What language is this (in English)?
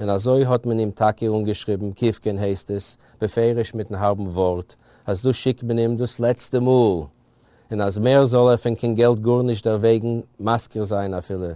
Yiddish